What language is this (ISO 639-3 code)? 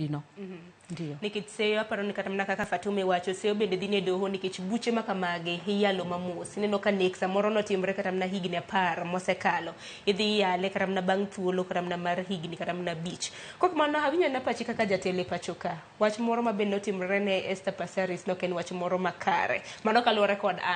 luo